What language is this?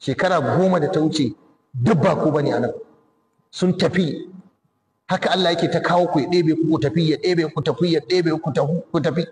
Hausa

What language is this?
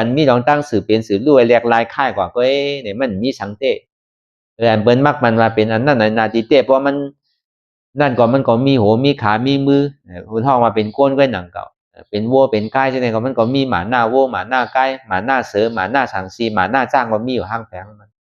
Shan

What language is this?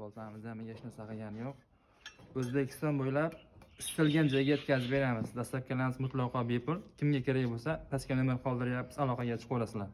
Uzbek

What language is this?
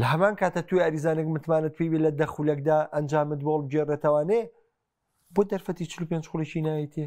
Central Kurdish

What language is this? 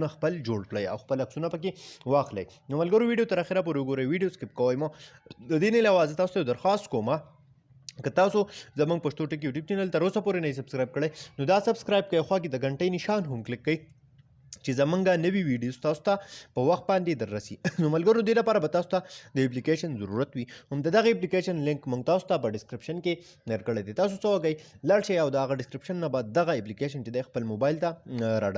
Pashto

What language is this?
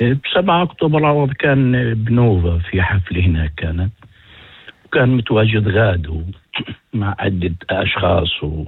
North Levantine Arabic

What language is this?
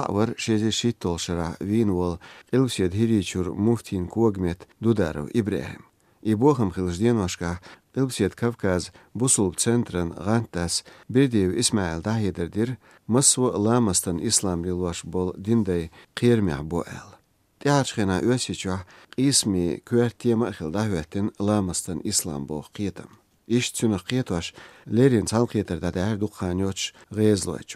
Chechen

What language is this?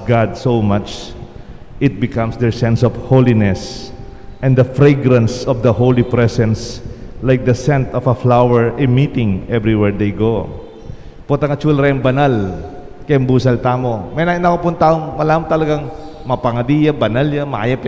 Pampanga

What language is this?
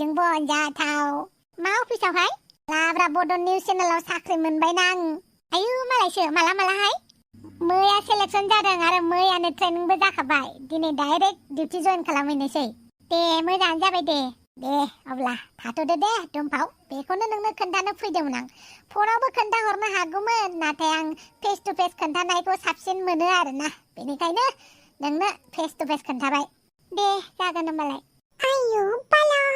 Bodo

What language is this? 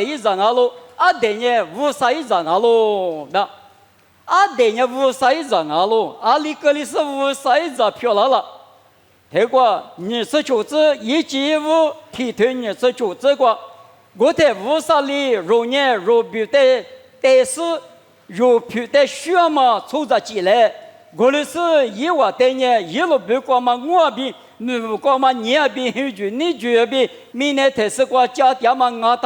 Lisu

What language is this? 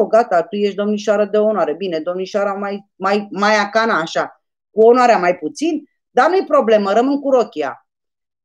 Romanian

